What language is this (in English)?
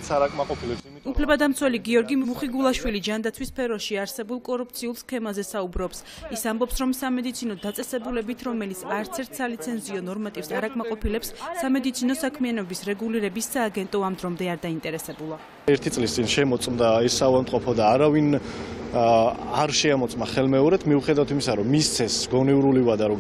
Georgian